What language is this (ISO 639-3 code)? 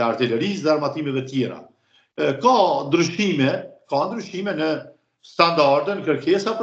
sqi